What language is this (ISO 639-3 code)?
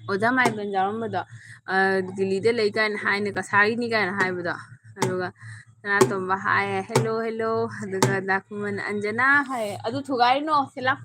mni